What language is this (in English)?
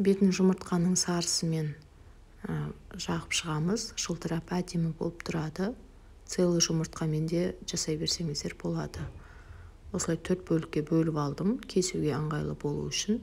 Kazakh